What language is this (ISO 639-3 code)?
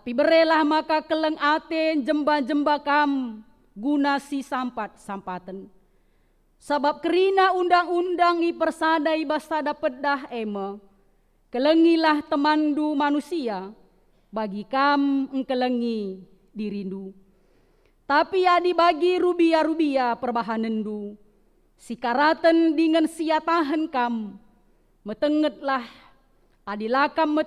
btx